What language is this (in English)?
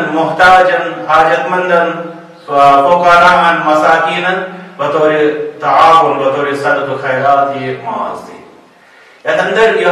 Kashmiri